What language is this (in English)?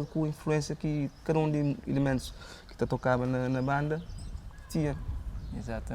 Kabuverdianu